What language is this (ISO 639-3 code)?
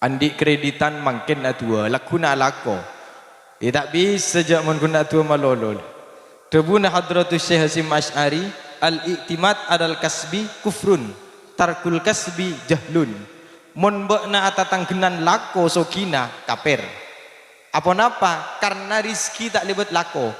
mad